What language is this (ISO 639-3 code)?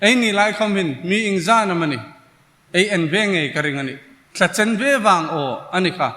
hmr